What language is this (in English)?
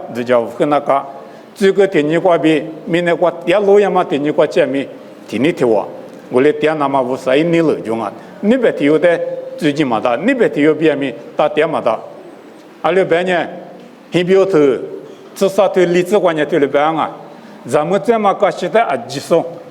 Lisu